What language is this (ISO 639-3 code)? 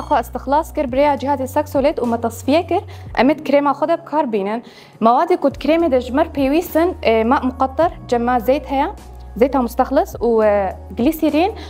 kur